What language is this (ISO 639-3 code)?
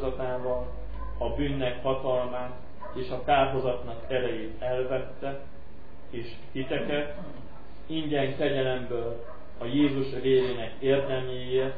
hun